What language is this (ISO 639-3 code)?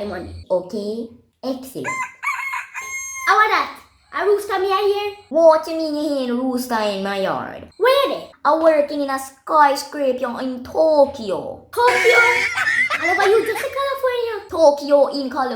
jam